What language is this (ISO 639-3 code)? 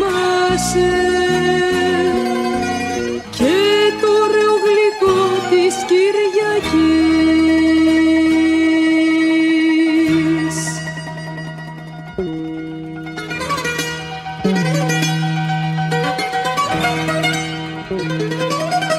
ell